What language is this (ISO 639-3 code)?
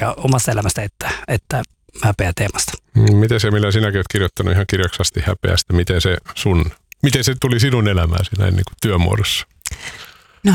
fin